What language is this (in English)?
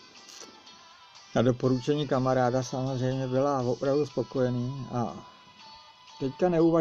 Czech